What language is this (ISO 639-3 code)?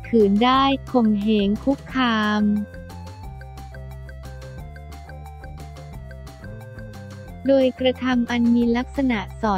tha